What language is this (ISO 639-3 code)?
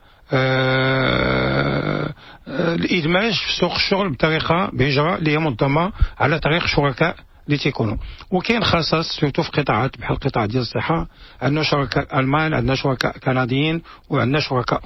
ary